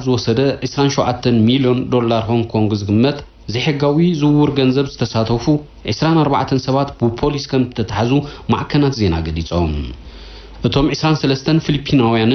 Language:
Tigrinya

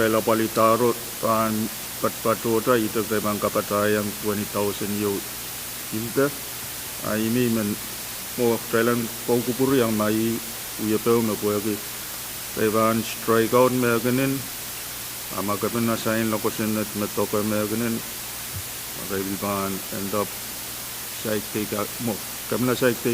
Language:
Pohnpeian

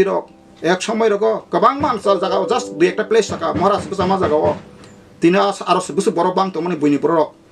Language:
Kok Borok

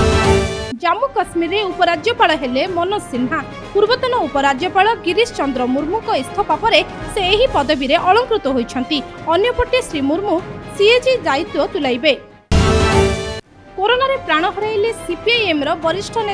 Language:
Odia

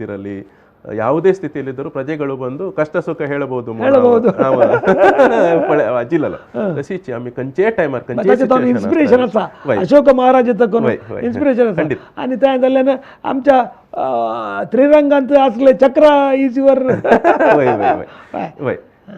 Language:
Konkani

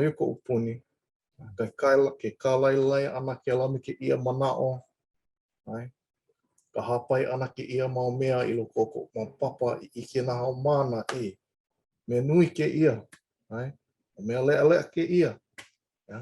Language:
Hawaiian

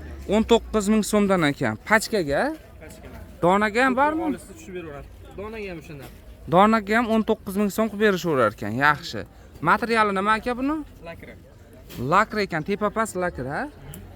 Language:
Uzbek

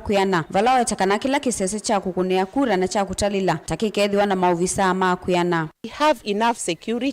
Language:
Kamba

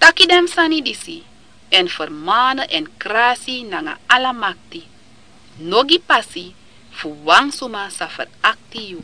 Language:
Sranan Tongo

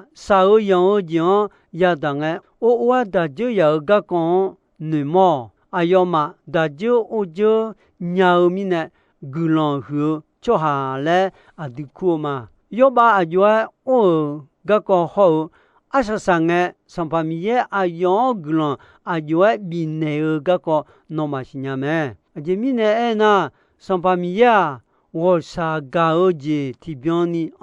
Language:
Akha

